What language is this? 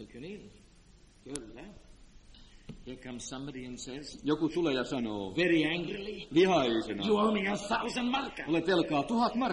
Finnish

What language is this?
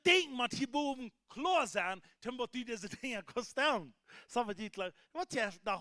Plautdietsch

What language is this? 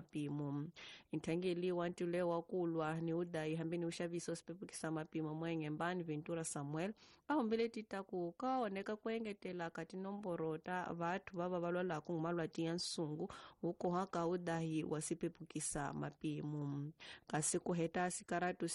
Tsonga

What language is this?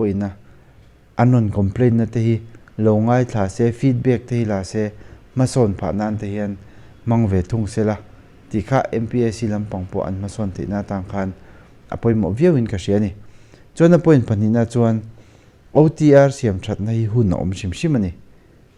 Mizo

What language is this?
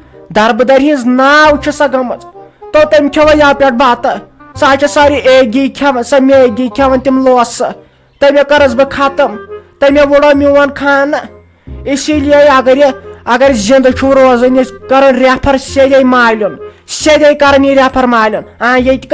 Kashmiri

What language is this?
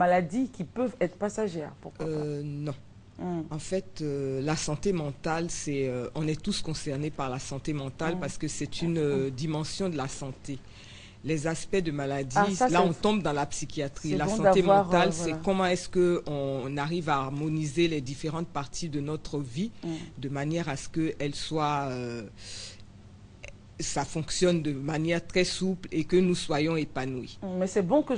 French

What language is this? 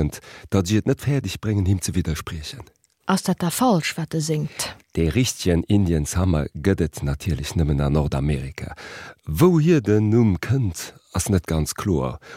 Luxembourgish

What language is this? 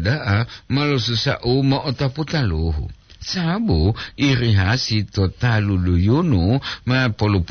Gorontalo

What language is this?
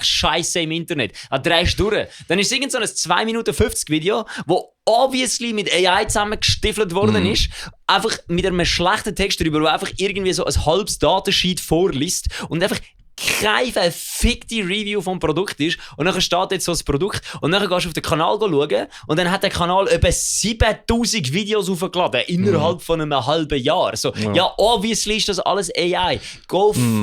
Swiss German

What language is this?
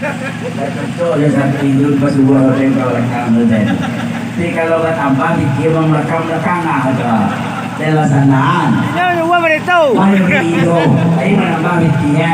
Minangkabau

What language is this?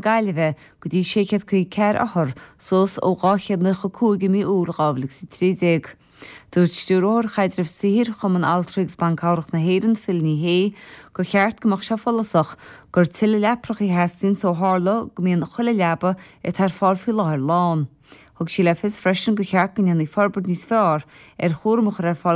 Irish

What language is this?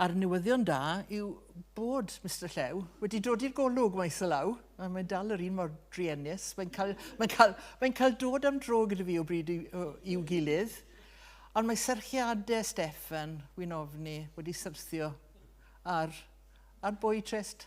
Welsh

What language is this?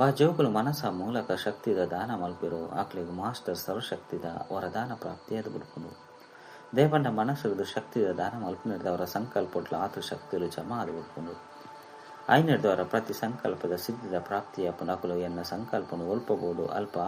Tulu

